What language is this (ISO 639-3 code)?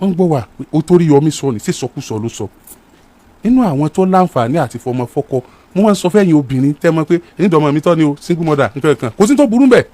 yor